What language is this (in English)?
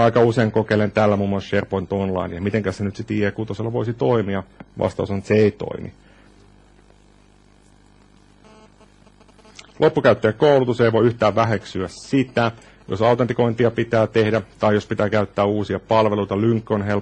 Finnish